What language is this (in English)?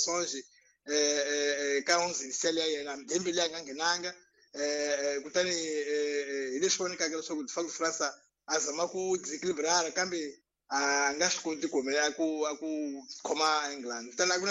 Tsonga